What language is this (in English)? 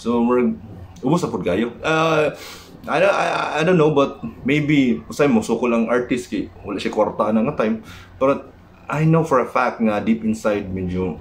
Cebuano